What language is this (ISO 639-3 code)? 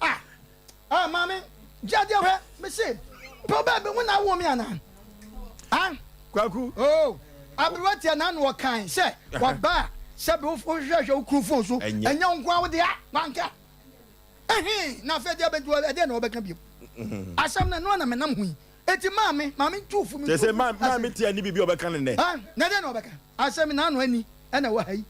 aka